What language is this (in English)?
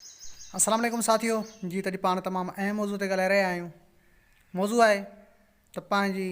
Sindhi